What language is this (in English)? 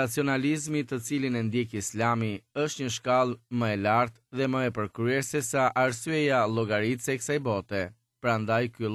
Albanian